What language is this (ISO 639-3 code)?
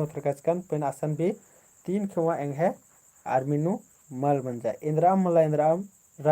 kru